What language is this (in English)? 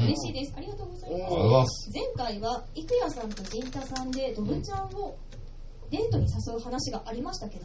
Japanese